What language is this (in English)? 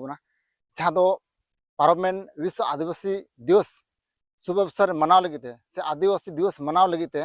Santali